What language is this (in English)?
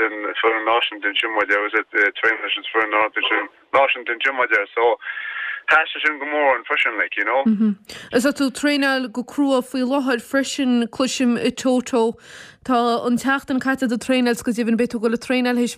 Irish